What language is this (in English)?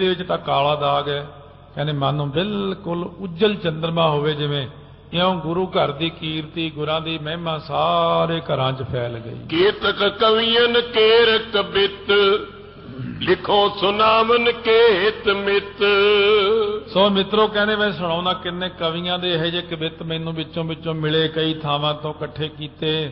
Punjabi